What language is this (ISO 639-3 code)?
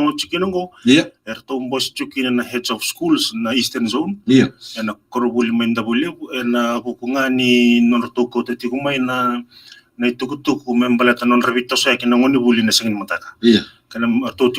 fij